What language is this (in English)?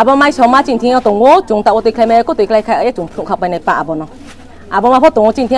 Riang (India)